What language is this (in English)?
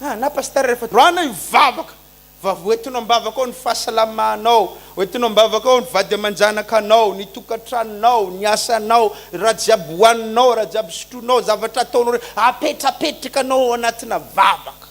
Malagasy